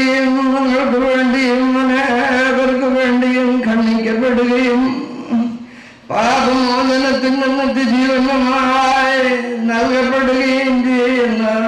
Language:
Malayalam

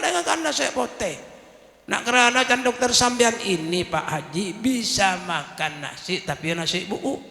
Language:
Madurese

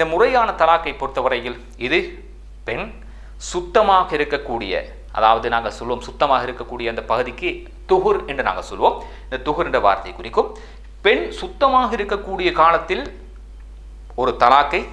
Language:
Tamil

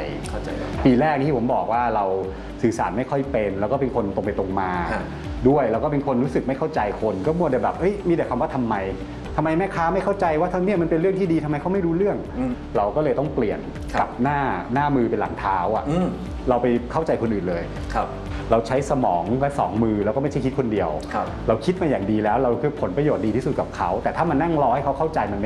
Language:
Thai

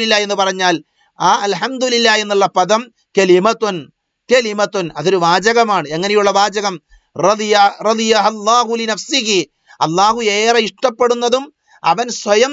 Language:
Malayalam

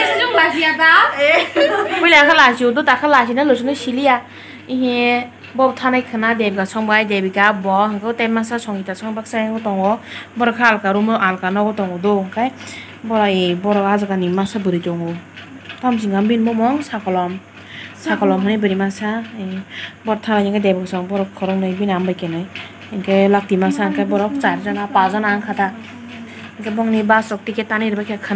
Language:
Kok Borok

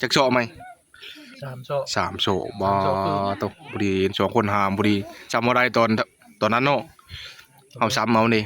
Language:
Northeastern Thai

